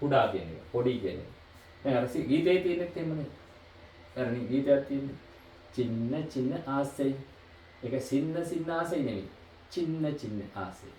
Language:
Sinhala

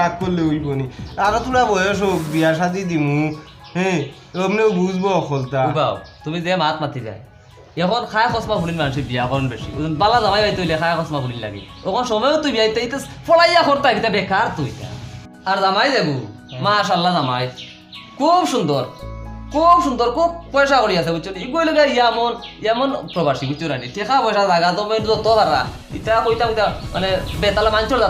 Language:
Sylheti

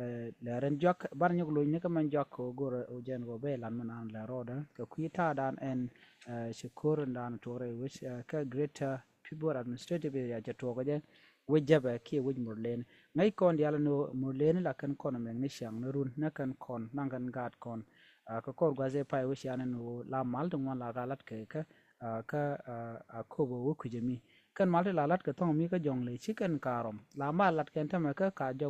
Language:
Nuer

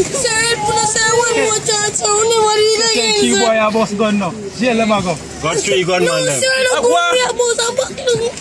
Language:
Jamaican Creole English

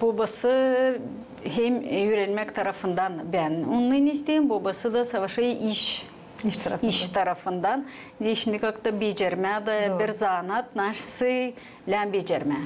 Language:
Gagauz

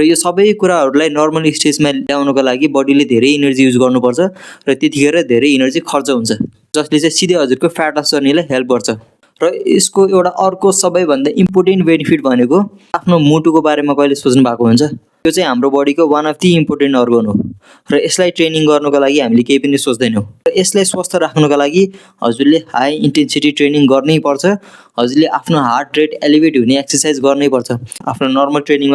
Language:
Nepali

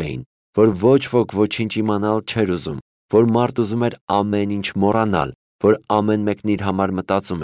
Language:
Armenian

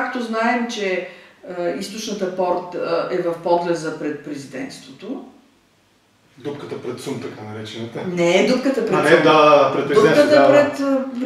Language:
Bulgarian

